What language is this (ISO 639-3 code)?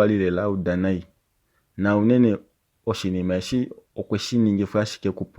kua